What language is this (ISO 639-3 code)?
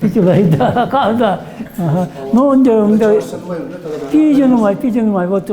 chv